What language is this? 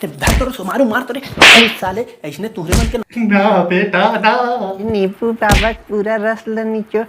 Chhattisgarhi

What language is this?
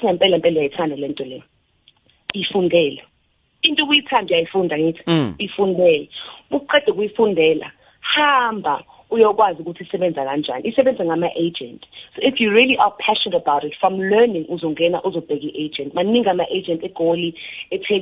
South Ndebele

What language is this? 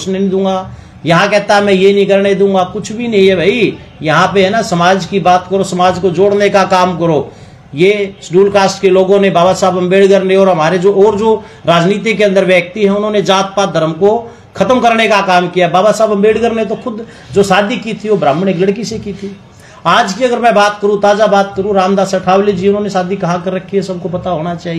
Hindi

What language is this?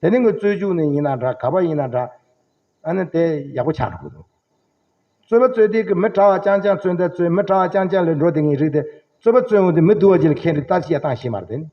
Tibetan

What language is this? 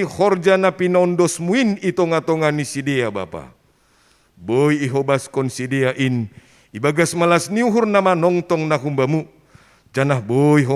Batak Simalungun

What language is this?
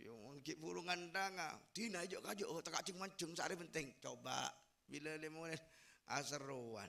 Madurese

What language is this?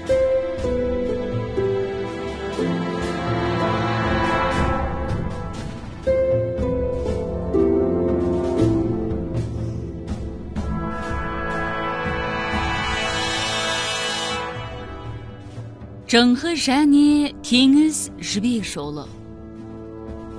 Kazakh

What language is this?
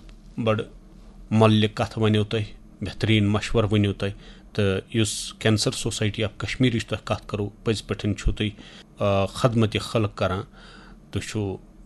Kashmiri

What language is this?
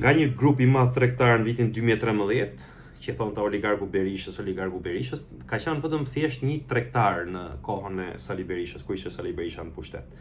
Albanian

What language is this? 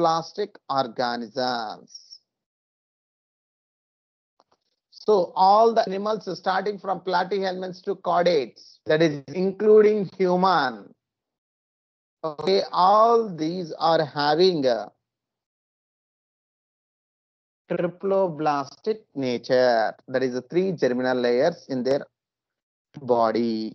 English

